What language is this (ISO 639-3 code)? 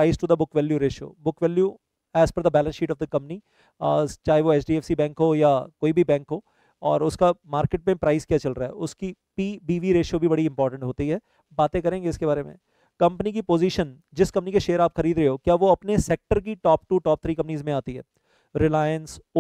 hin